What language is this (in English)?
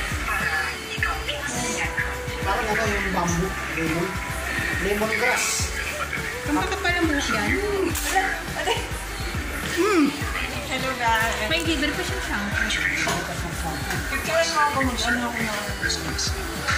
Filipino